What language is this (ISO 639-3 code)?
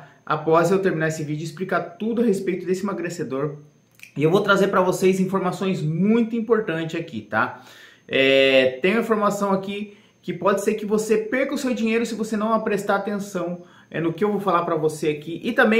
por